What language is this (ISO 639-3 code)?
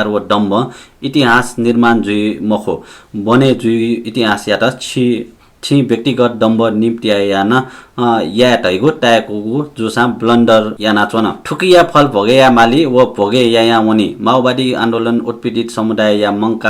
new